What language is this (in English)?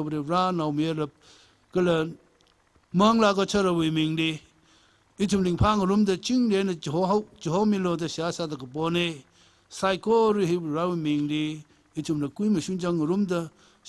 Tangkhul Naga (India)